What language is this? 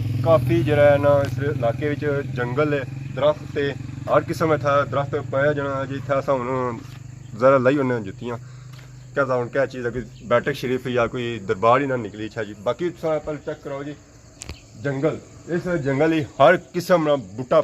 Pahari-Potwari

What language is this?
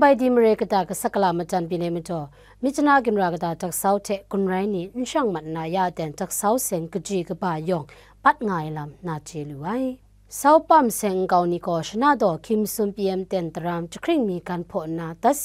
Kachin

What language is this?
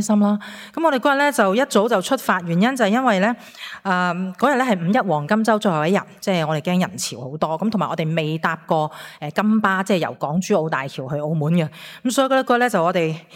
Cantonese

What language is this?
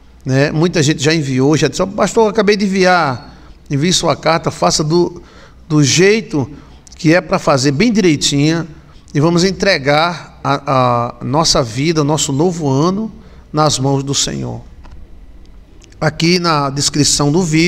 Portuguese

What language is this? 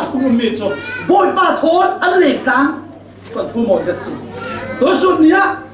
Falam Chin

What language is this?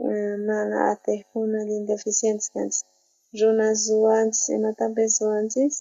South Bolivian Quechua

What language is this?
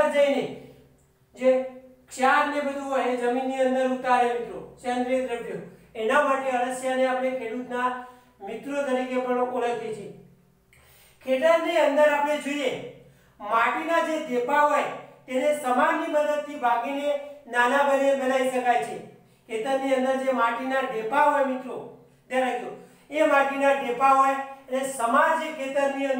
Gujarati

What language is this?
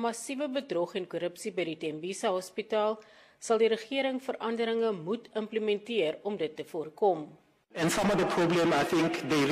Afrikaans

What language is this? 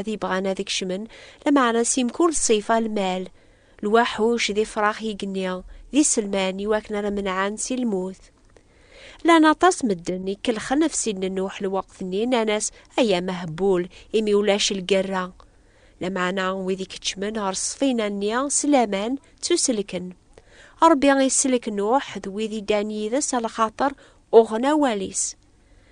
Kabyle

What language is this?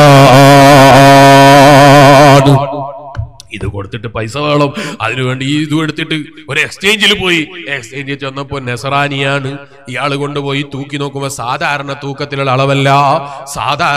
Malayalam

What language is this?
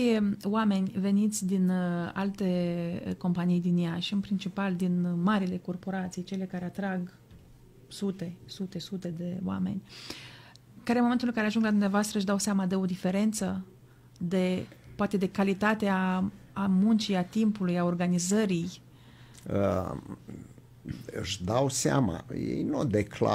Romanian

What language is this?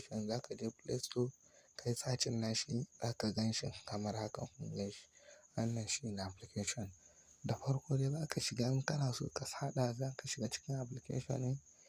Hausa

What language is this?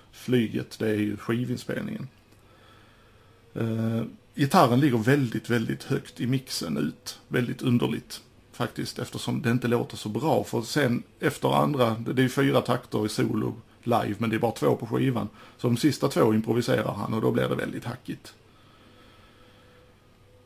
Swedish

